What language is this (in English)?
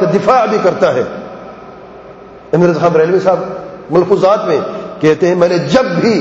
Urdu